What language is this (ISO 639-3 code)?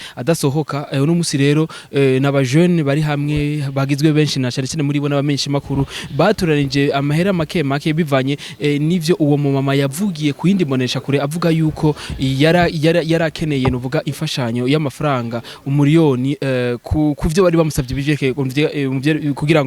run